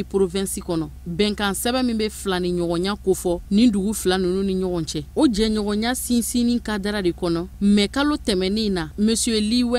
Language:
Bambara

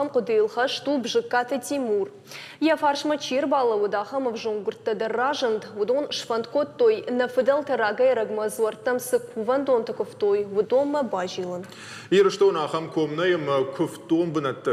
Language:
Ossetic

